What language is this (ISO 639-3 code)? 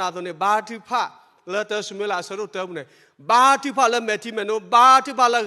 ksw